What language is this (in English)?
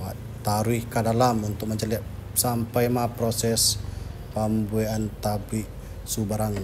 Minangkabau